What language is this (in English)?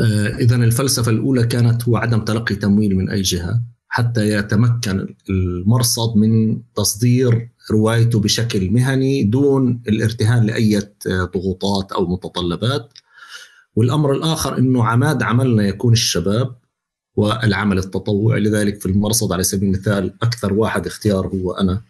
North Levantine Arabic